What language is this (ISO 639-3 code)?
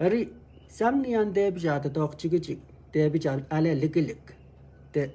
pon